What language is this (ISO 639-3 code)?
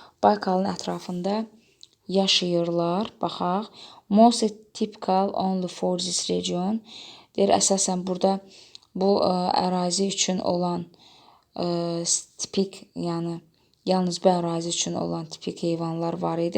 aze